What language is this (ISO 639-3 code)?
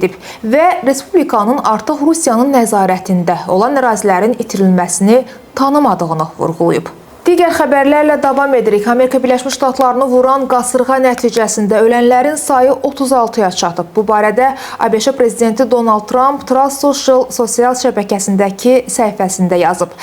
aze